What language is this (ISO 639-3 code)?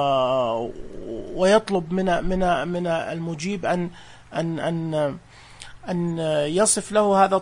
ars